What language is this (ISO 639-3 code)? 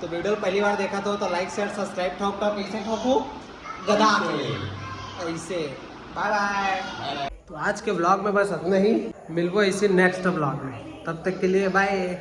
hne